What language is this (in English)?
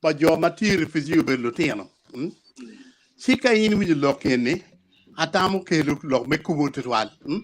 Acoli